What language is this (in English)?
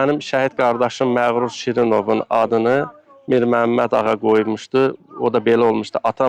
Azerbaijani